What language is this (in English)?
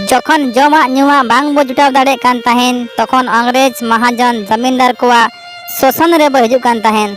Santali